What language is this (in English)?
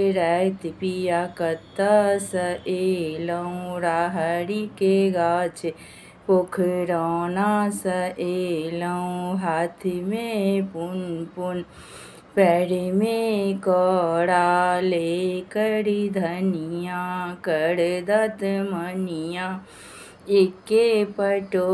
Maithili